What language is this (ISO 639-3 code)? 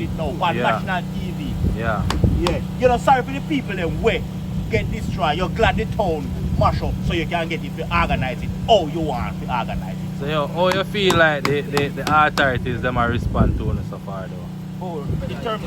jam